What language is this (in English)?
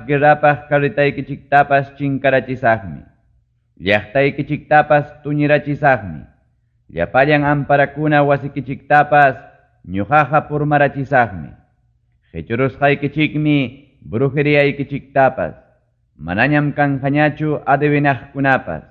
Ayacucho Quechua